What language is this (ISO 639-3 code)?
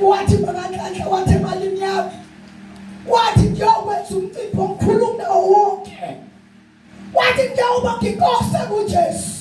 zul